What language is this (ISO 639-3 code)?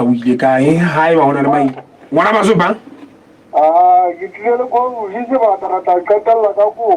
sot